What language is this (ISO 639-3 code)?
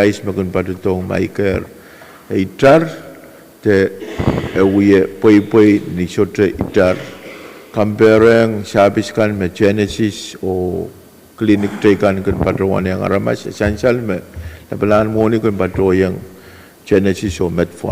pon